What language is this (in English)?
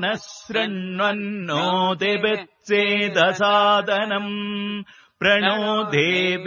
Sanskrit